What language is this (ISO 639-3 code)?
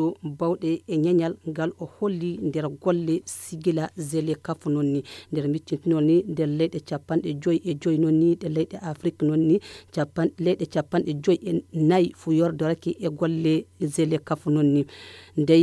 fuv